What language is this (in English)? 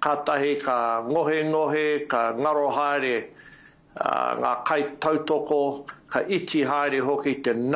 Māori